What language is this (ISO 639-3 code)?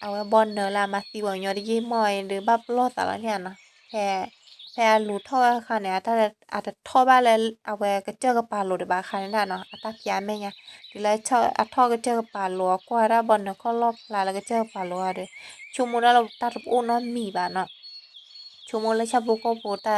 ksw